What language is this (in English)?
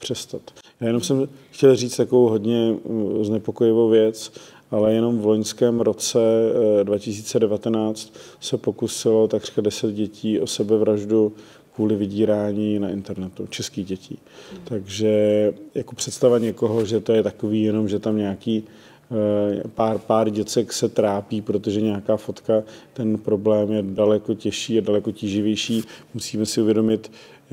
Czech